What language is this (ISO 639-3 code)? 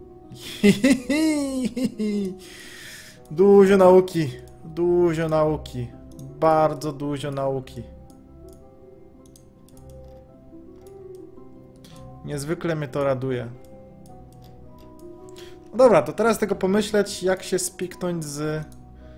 pol